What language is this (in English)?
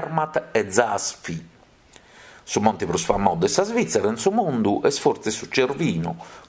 Sardinian